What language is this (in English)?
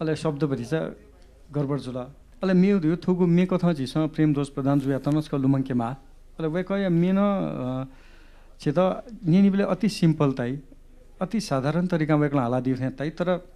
Newari